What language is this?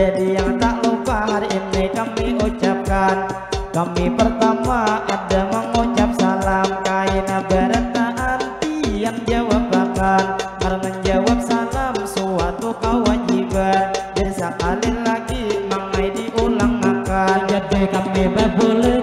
Banjar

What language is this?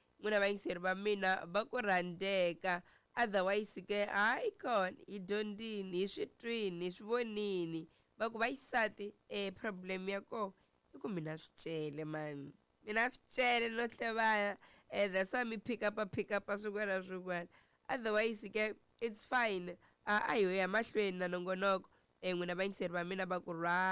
Tsonga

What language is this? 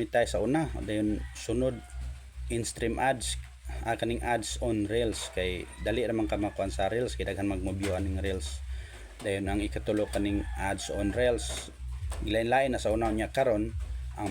Cebuano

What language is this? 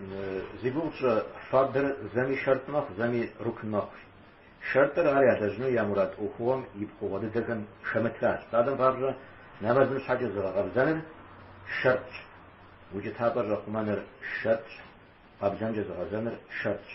Kabardian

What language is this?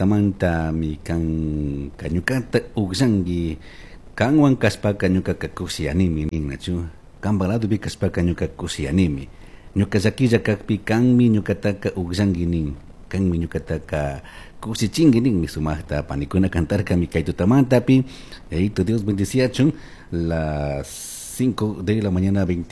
Chimborazo Highland Quichua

